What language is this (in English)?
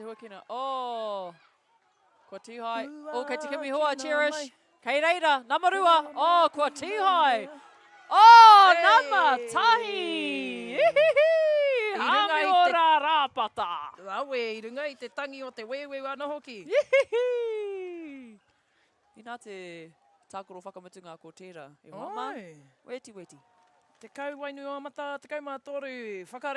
Māori